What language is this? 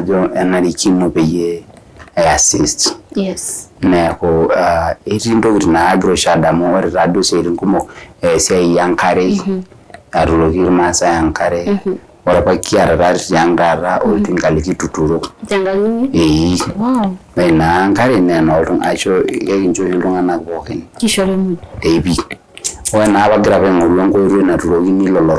Masai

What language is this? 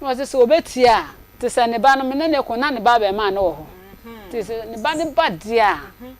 Akan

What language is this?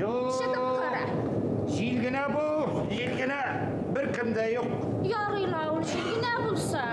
Bashkir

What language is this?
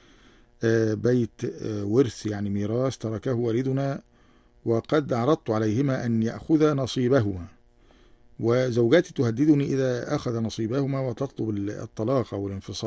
Arabic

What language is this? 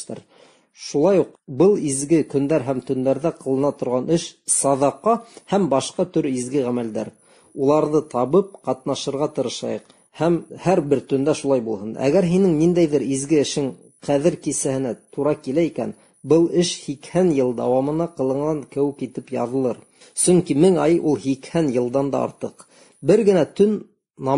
Bashkir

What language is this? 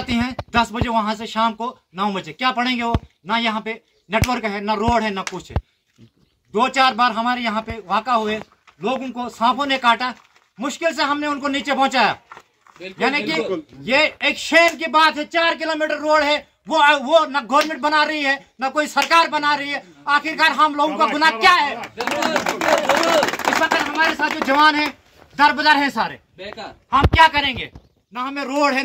Hindi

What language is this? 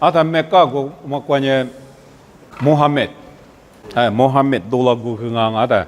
Lisu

